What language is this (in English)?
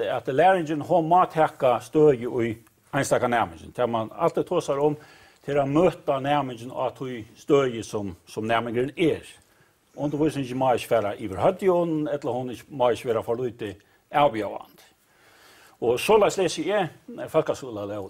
Faroese